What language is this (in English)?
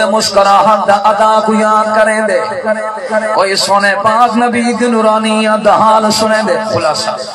Saraiki